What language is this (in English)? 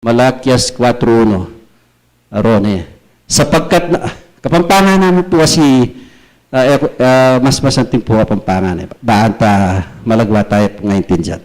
Pampanga